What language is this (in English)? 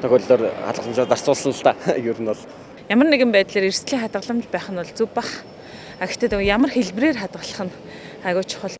Mongolian